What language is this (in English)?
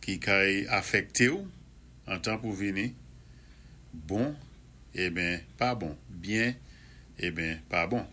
Saint Lucian Creole French